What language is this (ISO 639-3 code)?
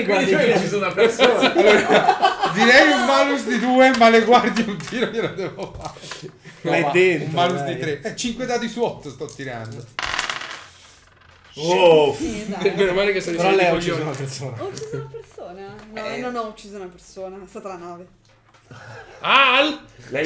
ita